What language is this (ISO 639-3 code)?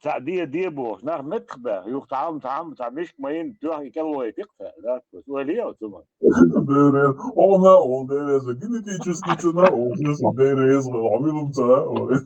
che